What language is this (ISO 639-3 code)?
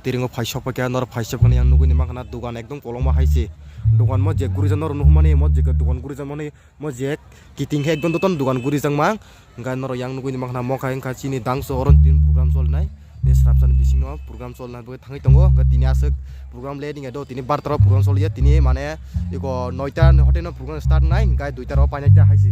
trp